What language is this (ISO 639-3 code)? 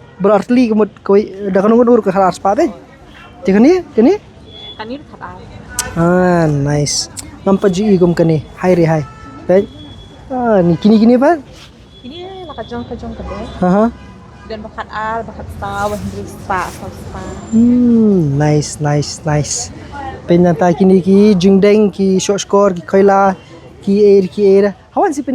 kha